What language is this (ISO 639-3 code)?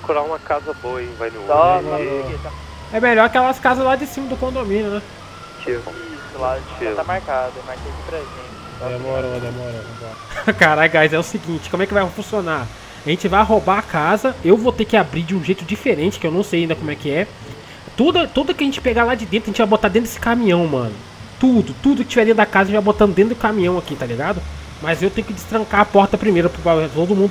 por